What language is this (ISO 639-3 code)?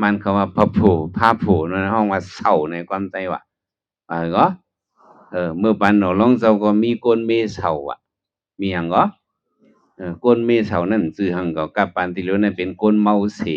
shn